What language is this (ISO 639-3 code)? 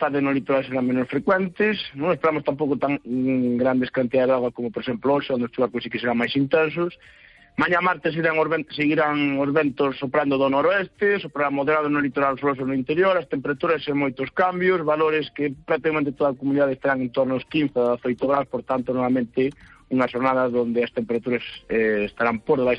glg